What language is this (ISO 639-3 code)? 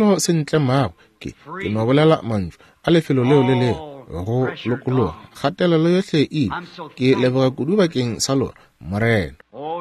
nso